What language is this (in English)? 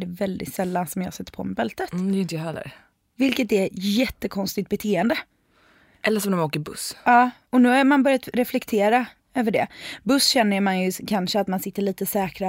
Swedish